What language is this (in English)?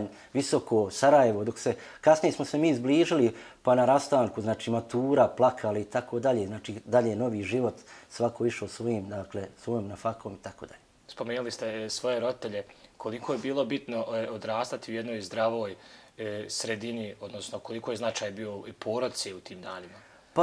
Bosnian